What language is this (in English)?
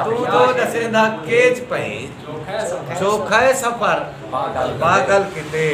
Saraiki